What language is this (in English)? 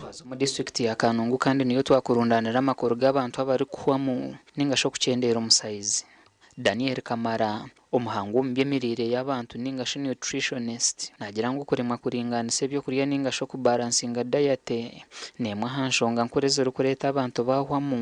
Nyankole